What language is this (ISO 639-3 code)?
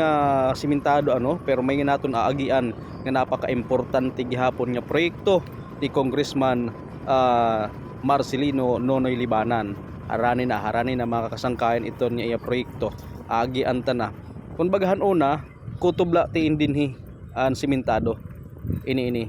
war